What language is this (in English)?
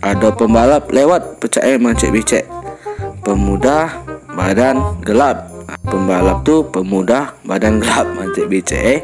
Musi